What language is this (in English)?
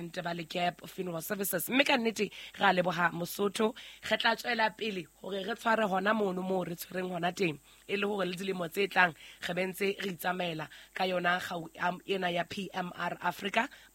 Southern Sotho